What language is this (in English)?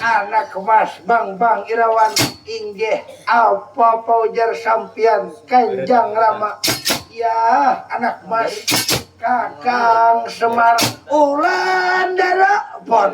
Banjar